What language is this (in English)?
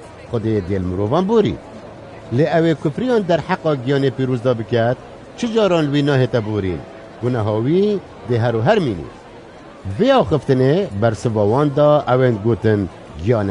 Kurdish